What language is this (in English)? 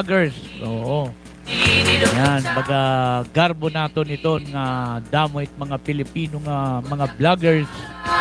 Waray